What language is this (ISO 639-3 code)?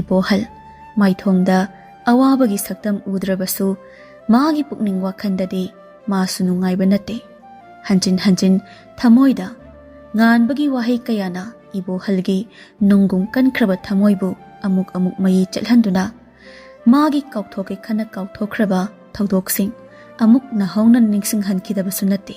mni